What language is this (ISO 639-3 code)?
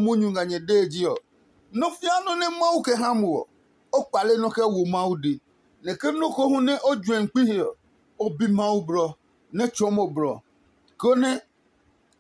ada